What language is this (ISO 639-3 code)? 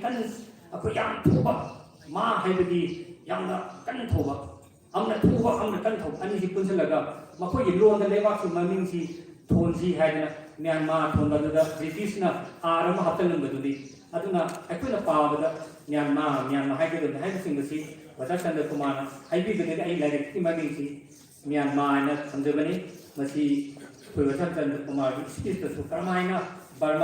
mni